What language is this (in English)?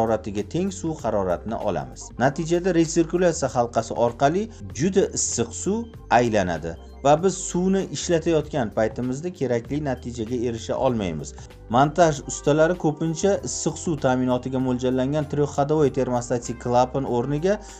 Uzbek